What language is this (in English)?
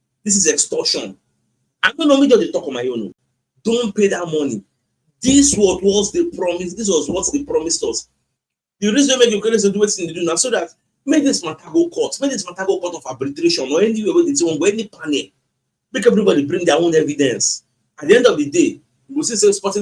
Nigerian Pidgin